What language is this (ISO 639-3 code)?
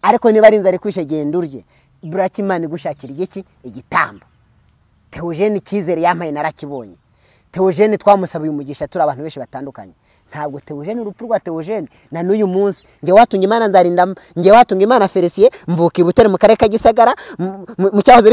kin